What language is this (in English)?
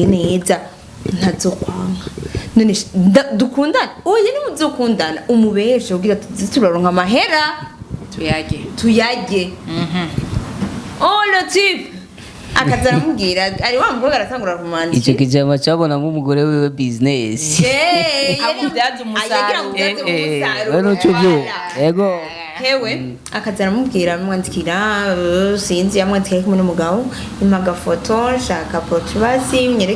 Rundi